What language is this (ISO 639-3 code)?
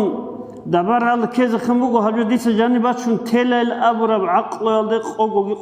ava